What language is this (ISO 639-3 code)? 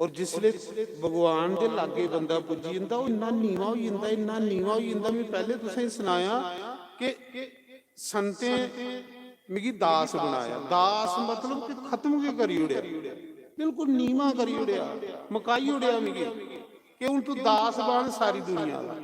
doi